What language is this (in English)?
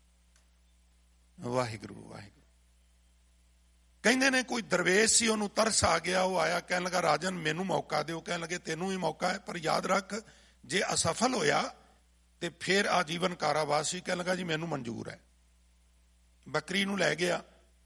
Punjabi